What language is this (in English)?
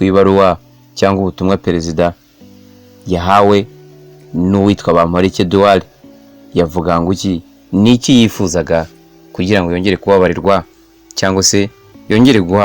Kinyarwanda